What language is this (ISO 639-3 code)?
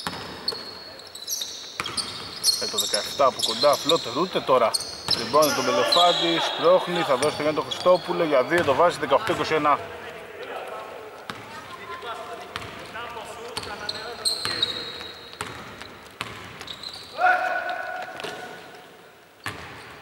ell